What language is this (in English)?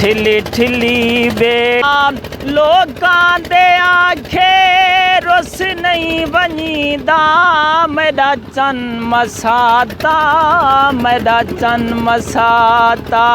Saraiki